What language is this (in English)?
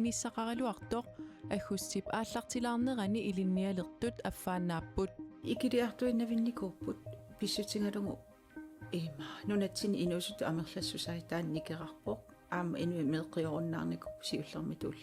Kalaallisut